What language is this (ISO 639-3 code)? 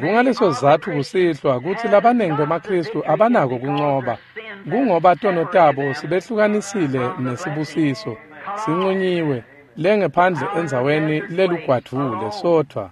ssw